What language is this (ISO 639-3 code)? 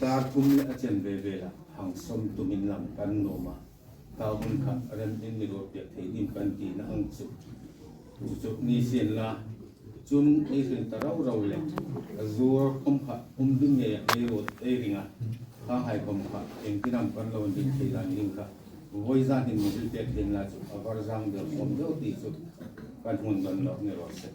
hmr